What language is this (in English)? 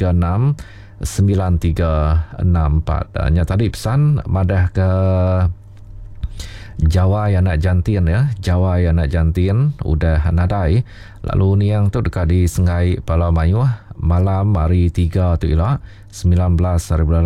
Iban